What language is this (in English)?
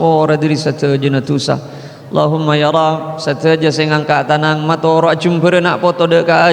Madurese